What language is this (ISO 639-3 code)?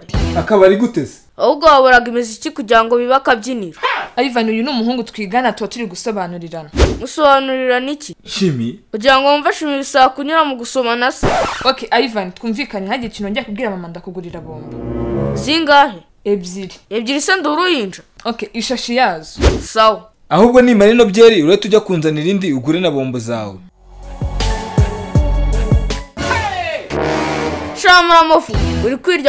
kin